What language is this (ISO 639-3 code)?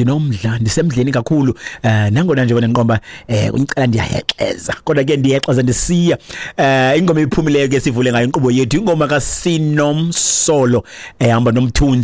xho